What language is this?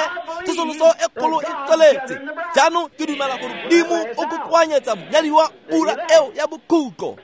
Tswana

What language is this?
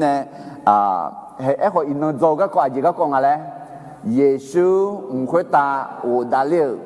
Akha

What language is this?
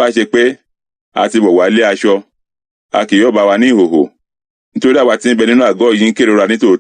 Yoruba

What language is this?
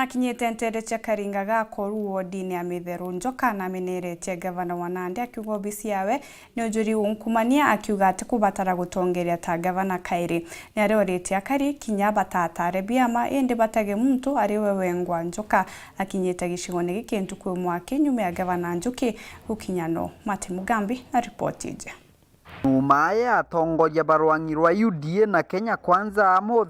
Meru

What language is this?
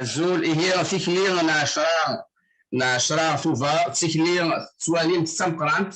Kabyle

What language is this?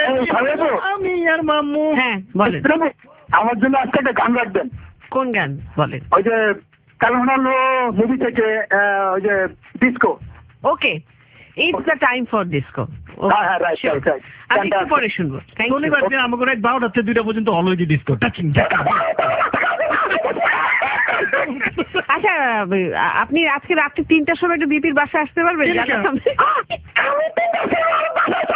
Bangla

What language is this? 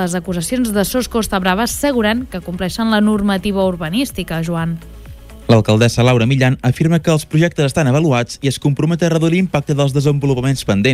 Catalan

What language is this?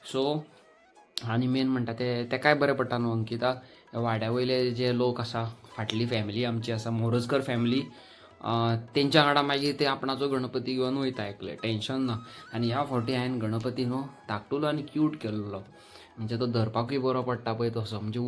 Konkani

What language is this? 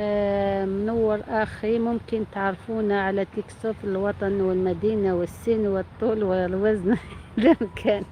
Algerian Arabic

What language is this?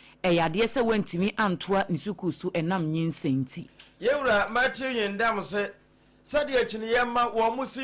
Akan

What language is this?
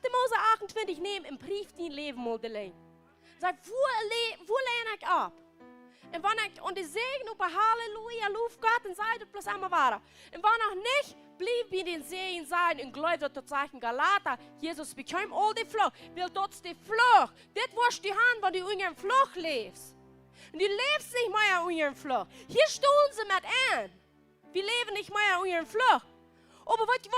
Plautdietsch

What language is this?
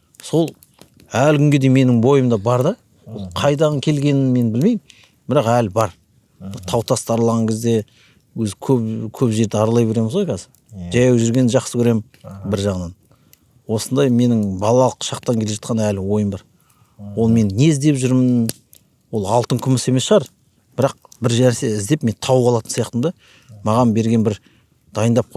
Kazakh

